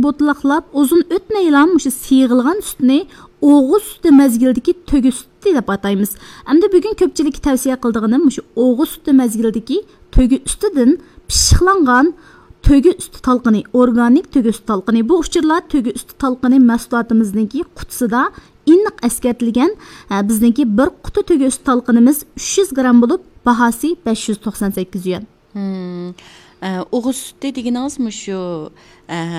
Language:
Uyghur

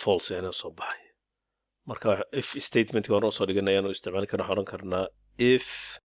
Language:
Somali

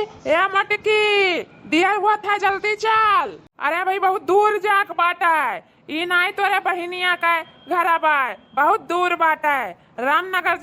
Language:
Awadhi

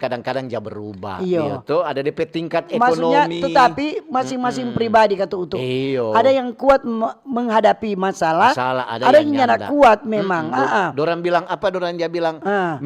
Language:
Manado Malay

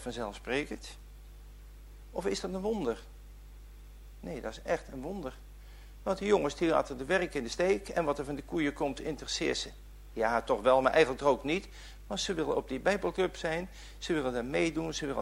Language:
Dutch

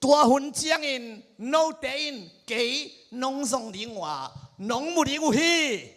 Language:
Tedim Chin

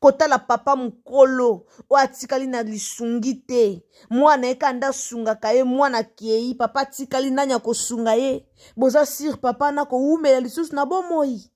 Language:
Lingala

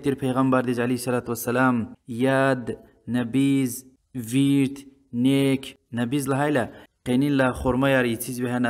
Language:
Lezghian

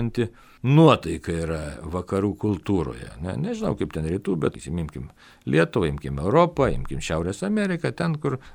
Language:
Lithuanian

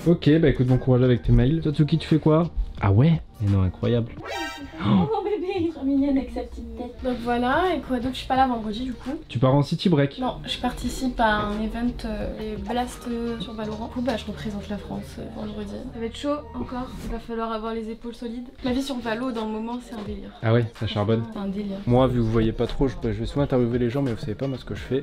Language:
French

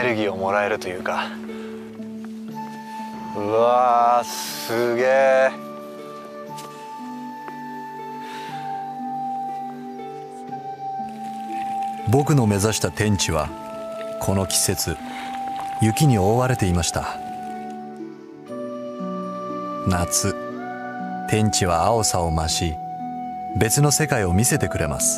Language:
Japanese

